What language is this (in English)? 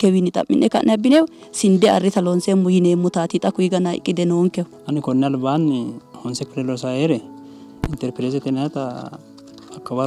Sidamo